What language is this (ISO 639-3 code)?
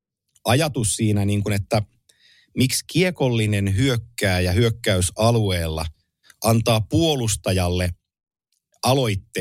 fin